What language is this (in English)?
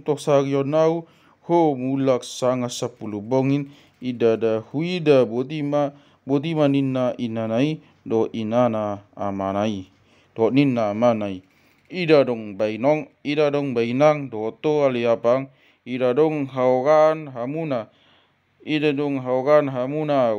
Batak Toba